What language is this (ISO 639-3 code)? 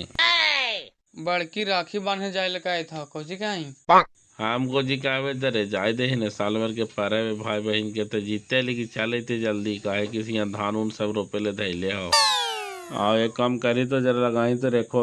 mag